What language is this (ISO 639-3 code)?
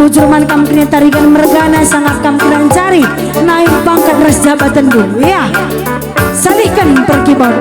btx